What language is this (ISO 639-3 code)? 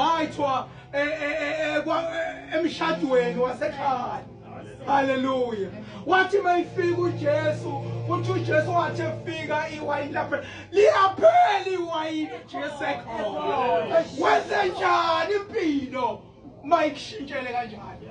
zul